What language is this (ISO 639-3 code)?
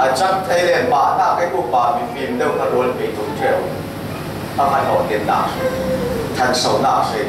cfm